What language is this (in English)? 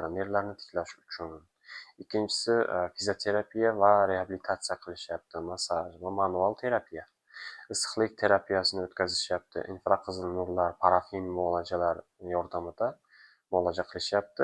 Uzbek